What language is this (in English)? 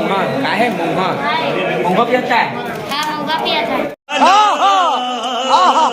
Chhattisgarhi